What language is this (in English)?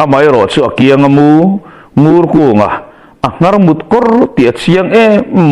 Mizo